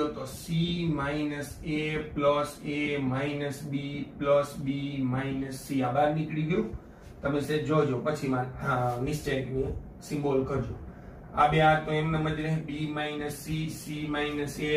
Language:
Gujarati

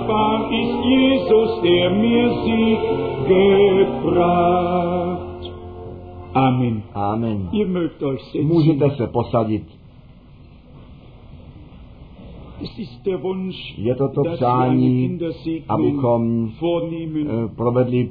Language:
Czech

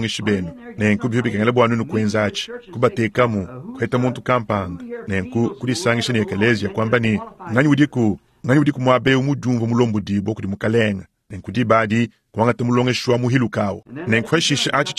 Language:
Luba-Lulua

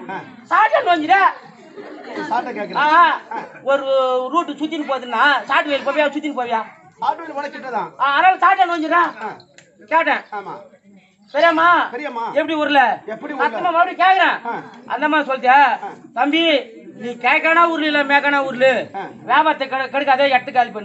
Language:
Tamil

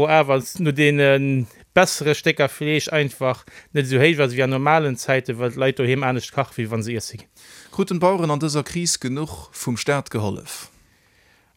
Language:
Luxembourgish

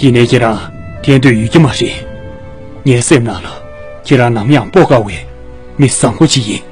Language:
Tibetan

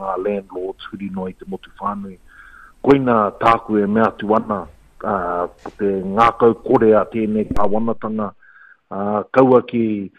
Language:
Māori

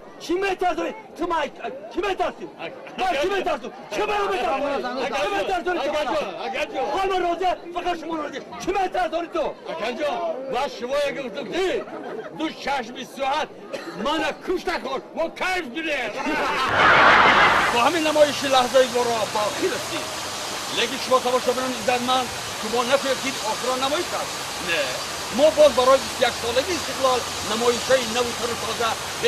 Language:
Tajik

